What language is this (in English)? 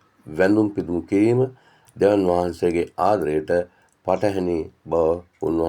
Sinhala